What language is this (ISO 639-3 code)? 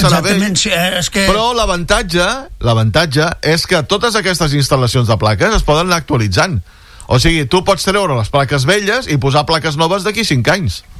cat